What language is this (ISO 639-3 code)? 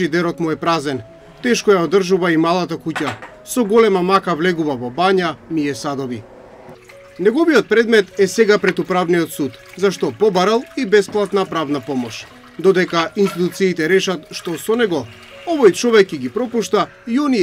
mkd